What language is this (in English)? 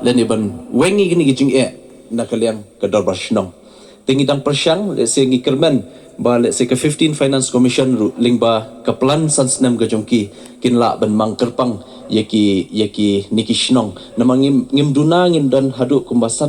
Khasi